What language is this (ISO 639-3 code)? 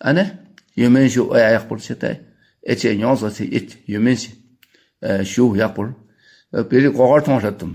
bod